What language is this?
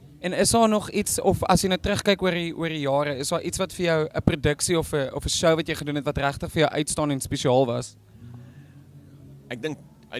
Afrikaans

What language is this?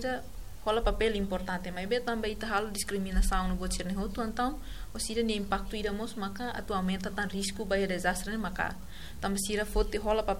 Tetum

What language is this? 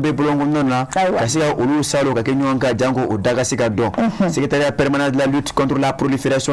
Bambara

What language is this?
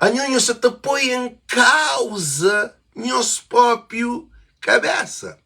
Kabuverdianu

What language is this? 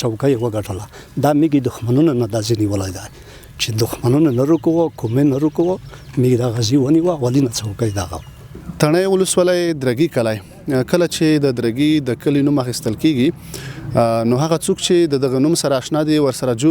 Pashto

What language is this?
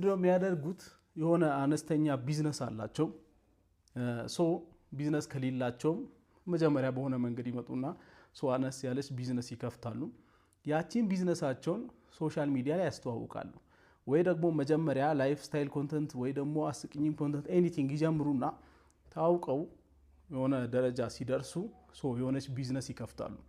Amharic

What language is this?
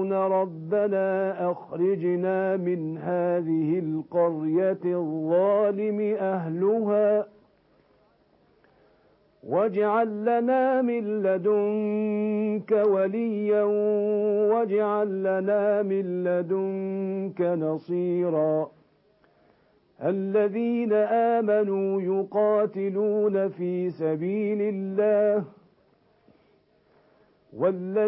Arabic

